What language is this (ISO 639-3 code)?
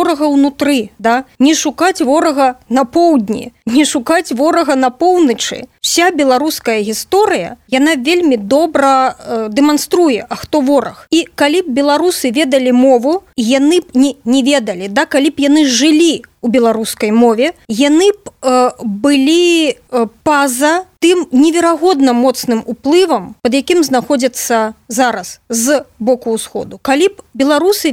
bel